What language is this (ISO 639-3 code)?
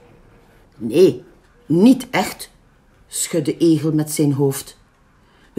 nld